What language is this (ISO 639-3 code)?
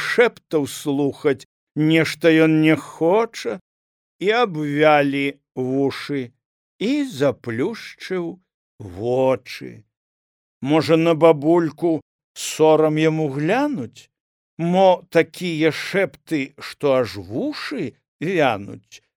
bel